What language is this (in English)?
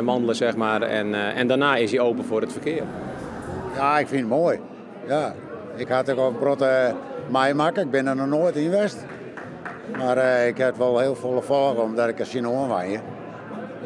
Western Frisian